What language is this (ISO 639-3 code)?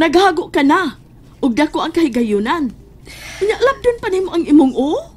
ceb